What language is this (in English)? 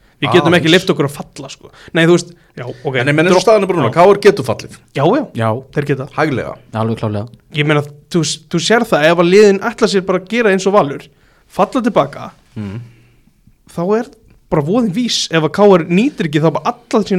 Icelandic